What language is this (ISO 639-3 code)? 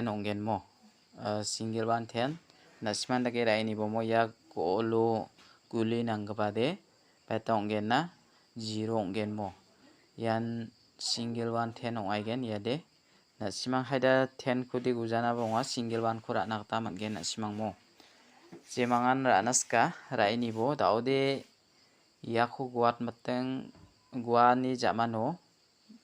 grt